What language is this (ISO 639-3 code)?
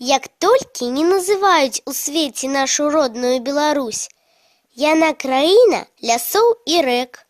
bel